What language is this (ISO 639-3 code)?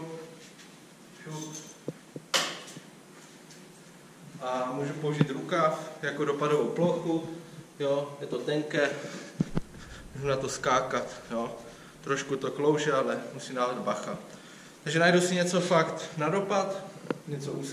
ces